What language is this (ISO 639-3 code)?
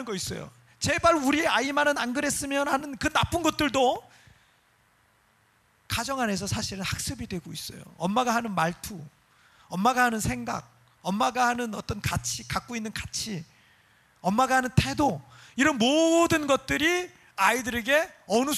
kor